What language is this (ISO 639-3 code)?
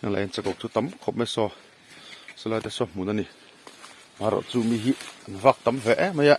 lus